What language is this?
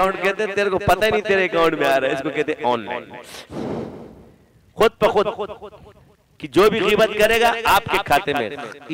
Hindi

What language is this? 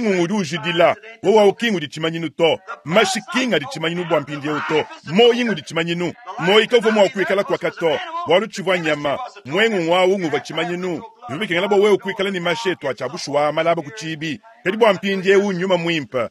Luba-Lulua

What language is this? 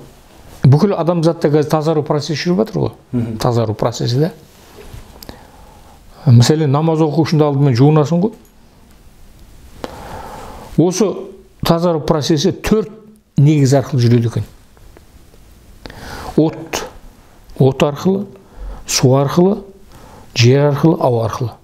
Kazakh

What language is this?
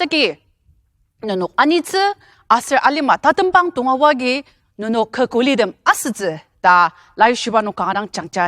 Ao Naga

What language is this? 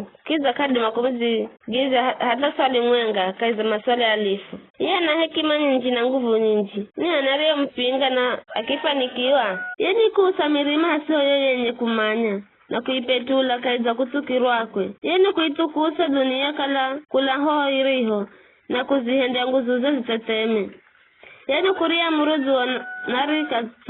Giryama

